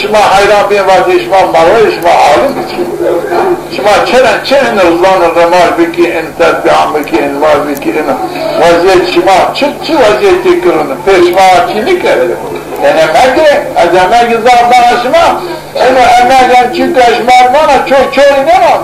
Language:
Zaza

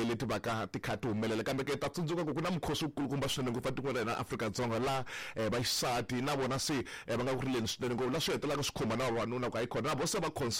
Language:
Tsonga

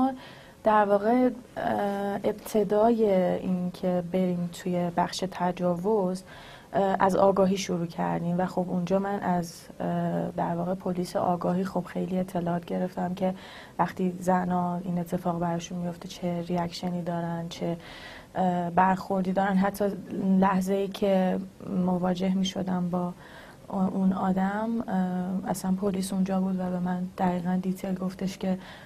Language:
Persian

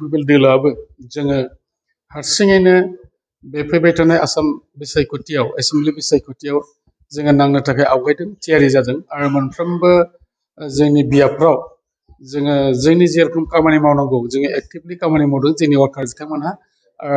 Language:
Bodo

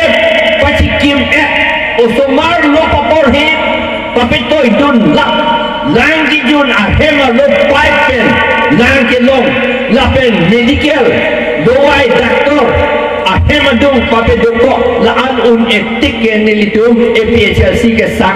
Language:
Karbi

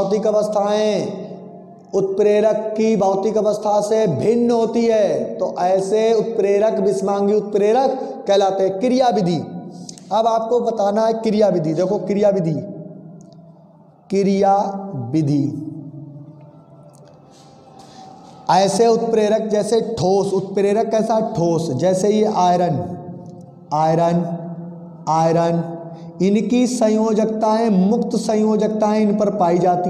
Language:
Hindi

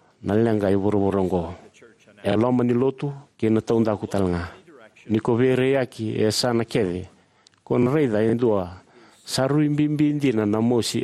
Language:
Fijian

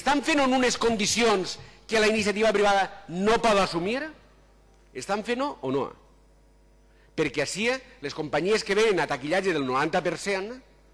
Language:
Catalan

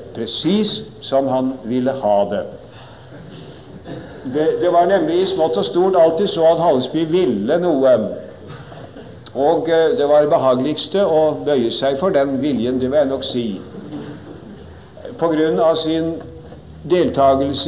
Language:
Norwegian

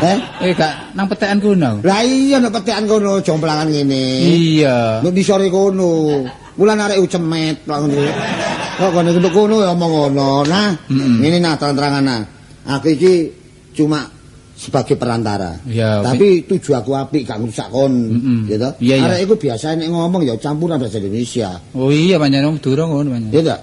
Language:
Javanese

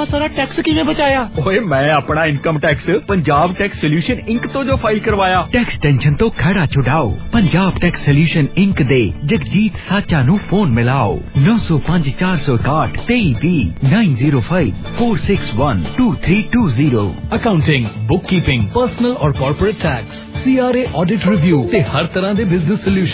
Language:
Punjabi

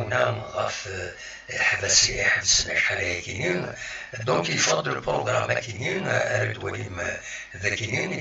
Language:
Kabyle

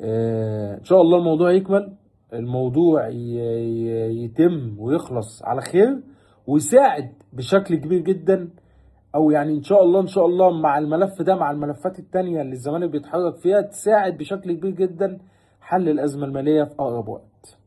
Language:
Egyptian Arabic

